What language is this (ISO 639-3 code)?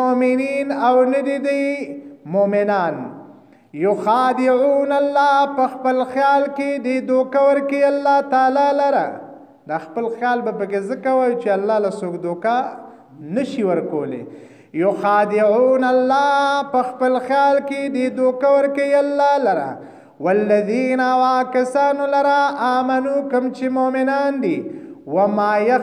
pus